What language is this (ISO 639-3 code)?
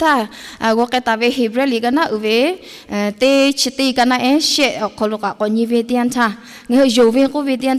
lhu